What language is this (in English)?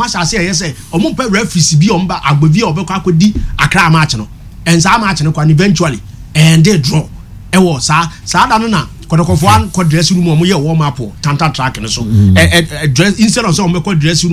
Akan